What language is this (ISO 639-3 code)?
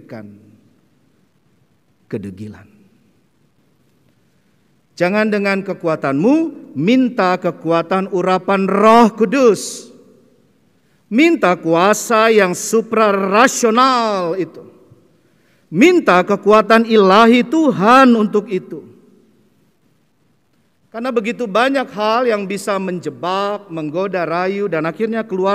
ind